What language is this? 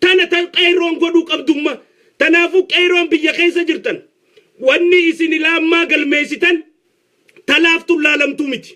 Oromo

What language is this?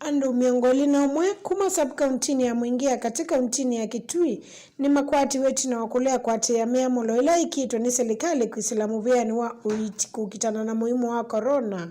Kamba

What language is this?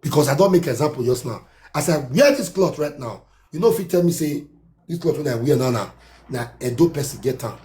Nigerian Pidgin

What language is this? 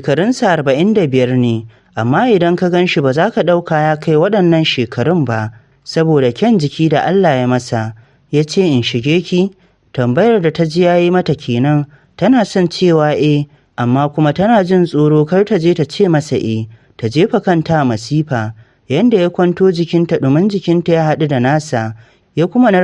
Hausa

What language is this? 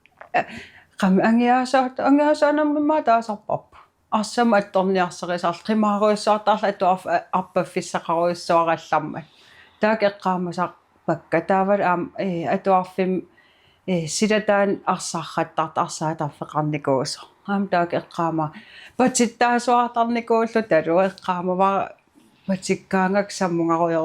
Kalaallisut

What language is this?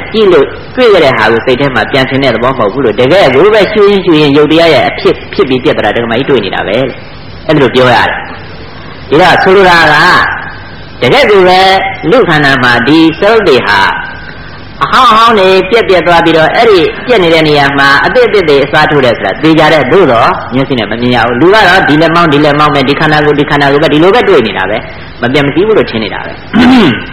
Burmese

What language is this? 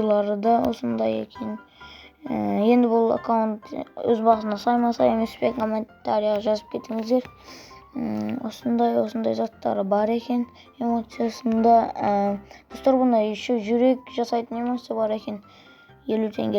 Kazakh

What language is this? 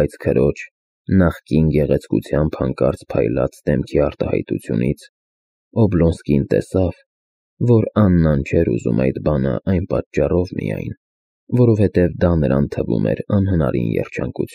Armenian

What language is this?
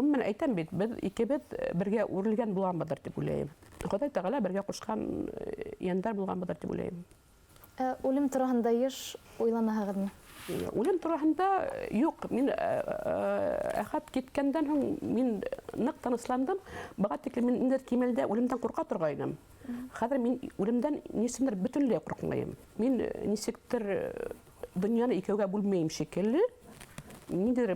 Bashkir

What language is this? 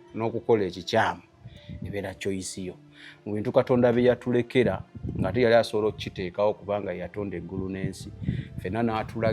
Ganda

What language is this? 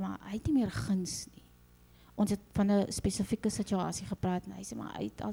Afrikaans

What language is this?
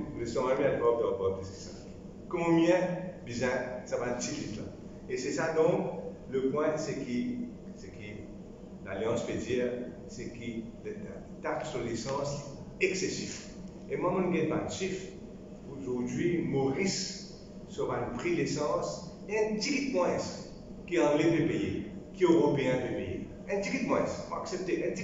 Morisyen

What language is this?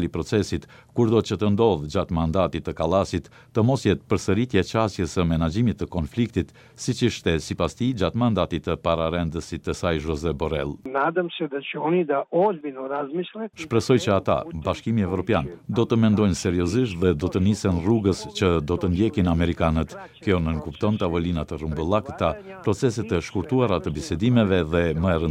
Albanian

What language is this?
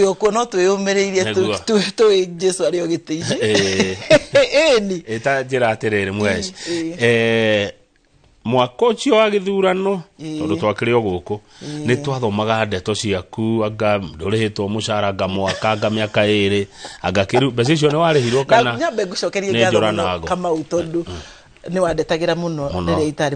Kikuyu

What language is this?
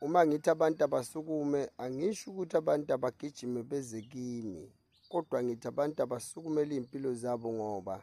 Zulu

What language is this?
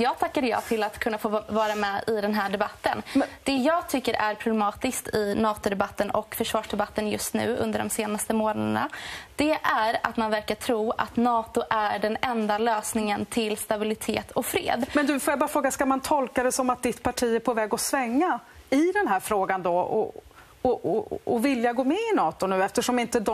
Swedish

